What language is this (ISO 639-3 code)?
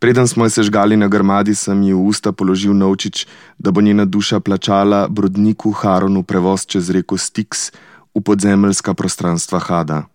slv